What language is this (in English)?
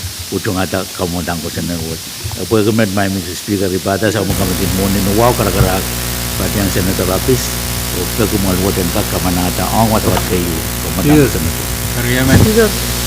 Pohnpeian